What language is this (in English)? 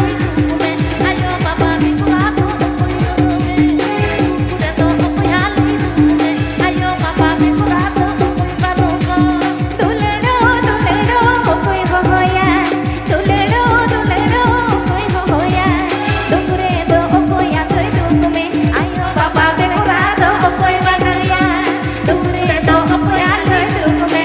Santali